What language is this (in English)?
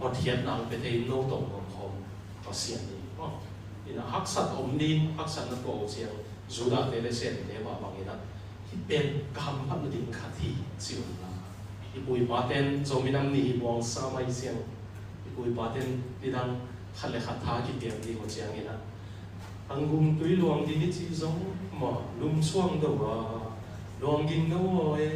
Tedim Chin